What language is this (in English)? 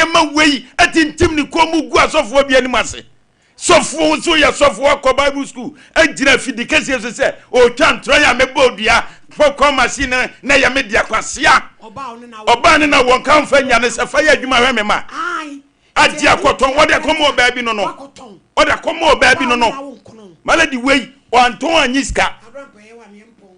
Akan